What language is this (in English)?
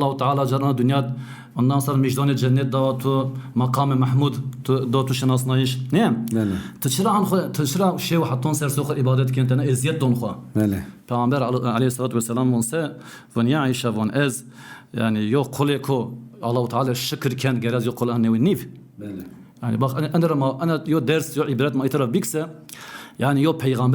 Zaza